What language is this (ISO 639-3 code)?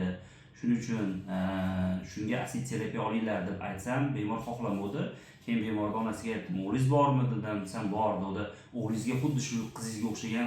uzb